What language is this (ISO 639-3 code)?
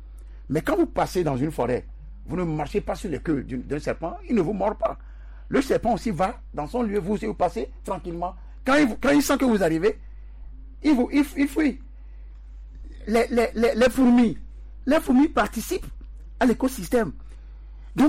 fra